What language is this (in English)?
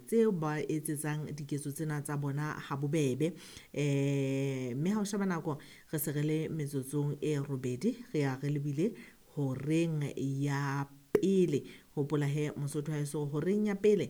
Southern Sotho